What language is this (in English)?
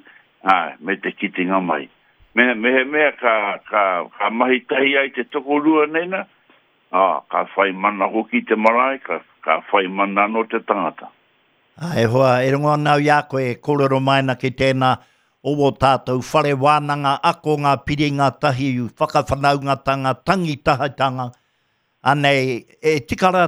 Māori